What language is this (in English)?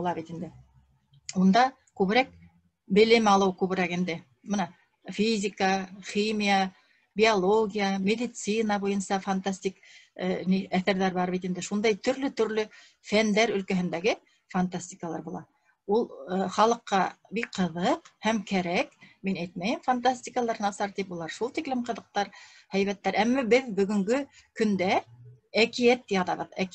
Bashkir